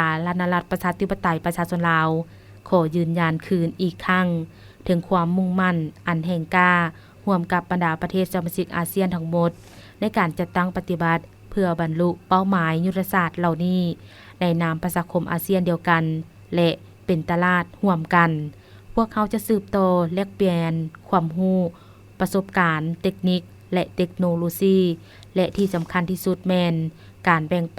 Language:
Lao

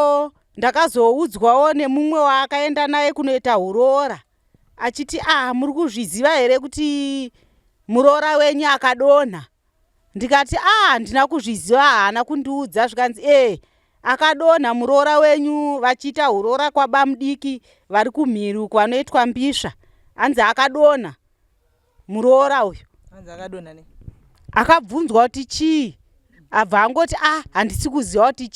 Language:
Shona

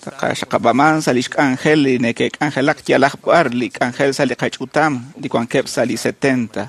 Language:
Kekchí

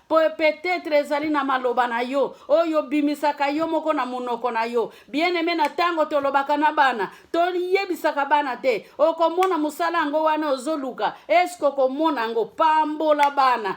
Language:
Lingala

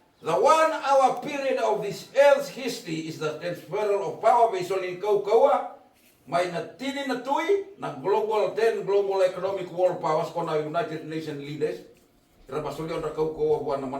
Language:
Fijian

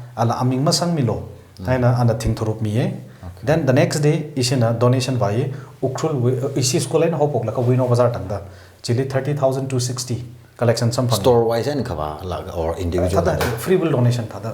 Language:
Tangkhul Naga (India)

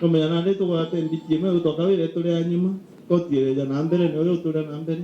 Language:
Meru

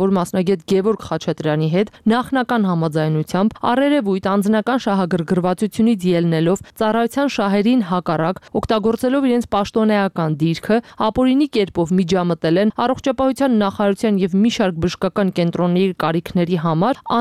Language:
Armenian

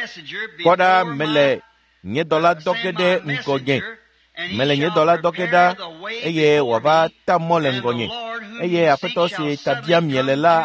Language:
Ewe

